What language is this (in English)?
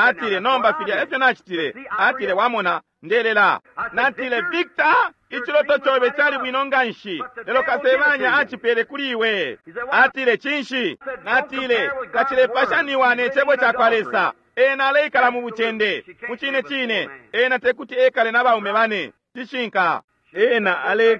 Bemba